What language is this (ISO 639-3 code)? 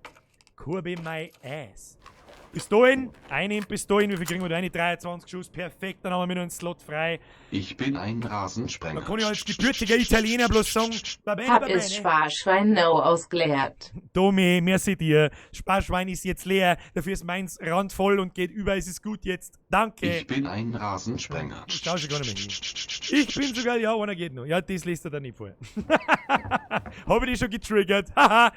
bar